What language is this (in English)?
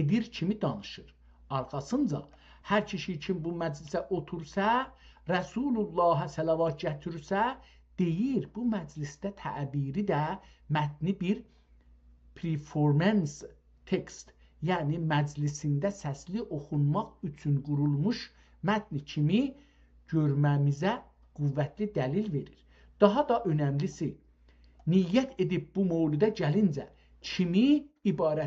South Azerbaijani